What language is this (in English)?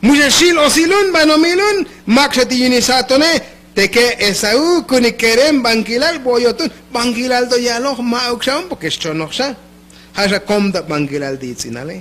Tzotzil